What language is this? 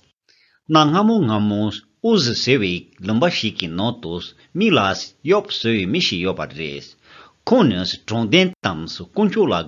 Tibetan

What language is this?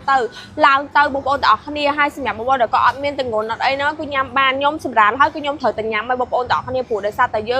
Khmer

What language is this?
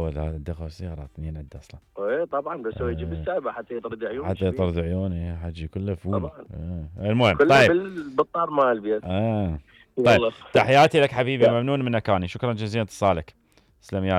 Mesopotamian Arabic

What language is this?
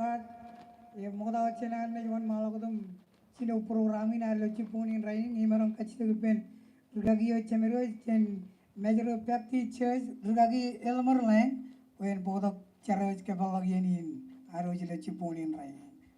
Marshallese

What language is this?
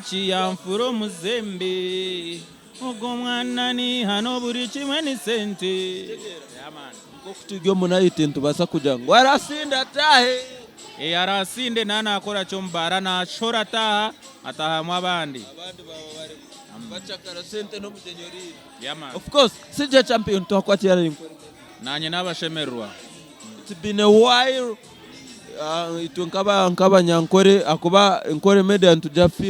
Nyankole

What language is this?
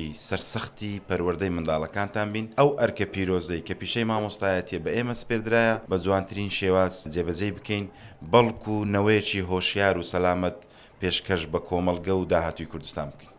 Central Kurdish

